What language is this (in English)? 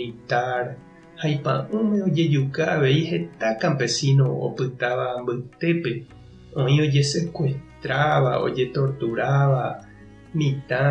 Guarani